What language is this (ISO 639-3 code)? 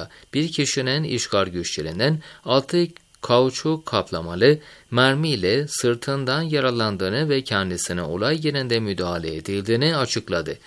tur